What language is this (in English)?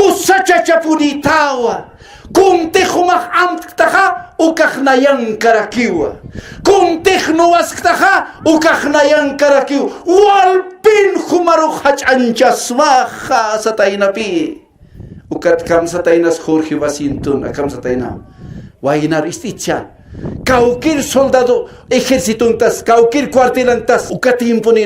Aymara